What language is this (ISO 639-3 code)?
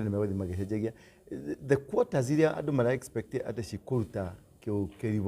kik